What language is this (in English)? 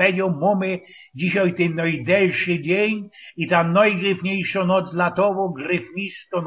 Silesian